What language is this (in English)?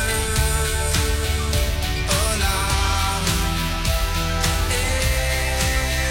French